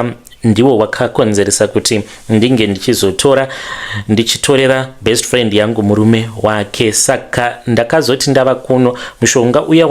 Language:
Shona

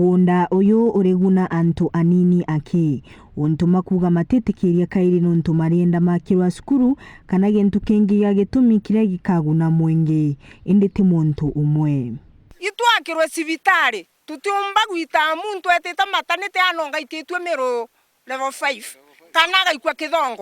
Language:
Meru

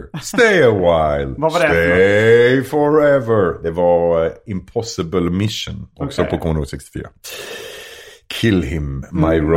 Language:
Swedish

